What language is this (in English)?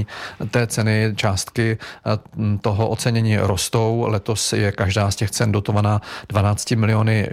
Czech